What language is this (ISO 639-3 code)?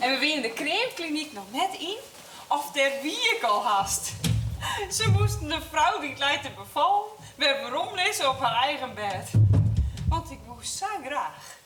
fry